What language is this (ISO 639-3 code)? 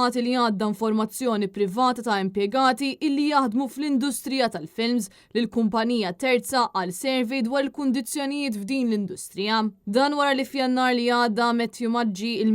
mlt